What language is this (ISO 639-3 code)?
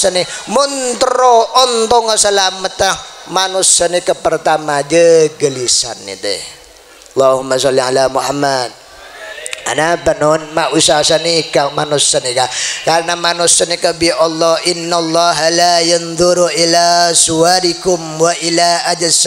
mad